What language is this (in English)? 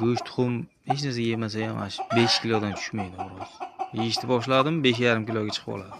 Uzbek